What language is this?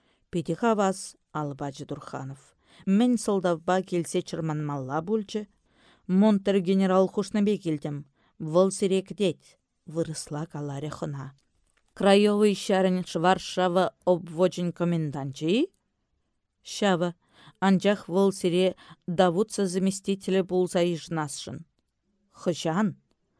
Chuvash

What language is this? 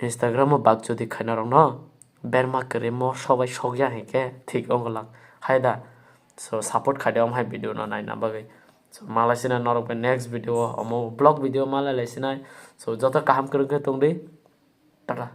Kok Borok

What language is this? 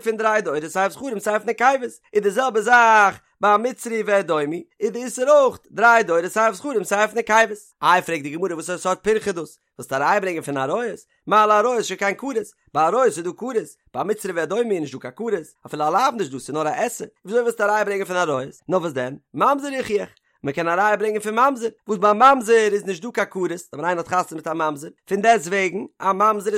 Yiddish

